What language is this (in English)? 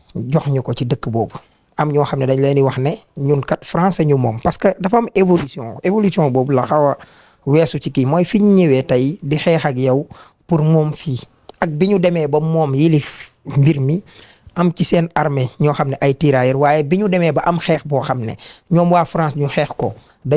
Wolof